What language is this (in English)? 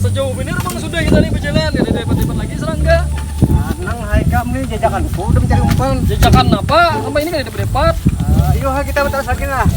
Banjar